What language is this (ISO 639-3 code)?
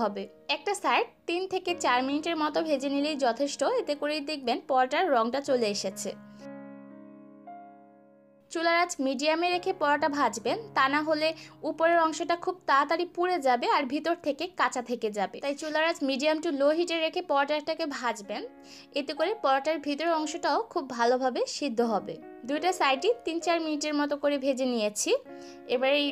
ben